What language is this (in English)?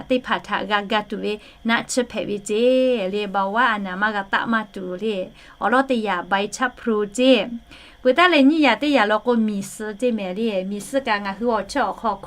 Lahu